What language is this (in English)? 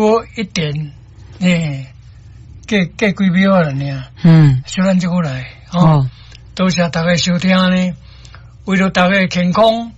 Min Nan Chinese